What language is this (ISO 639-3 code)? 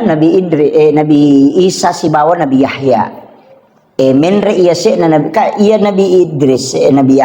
bug